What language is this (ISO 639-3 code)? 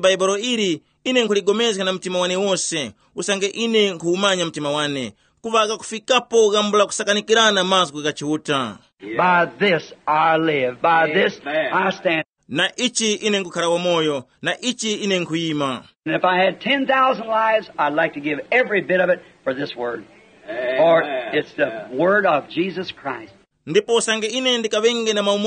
tum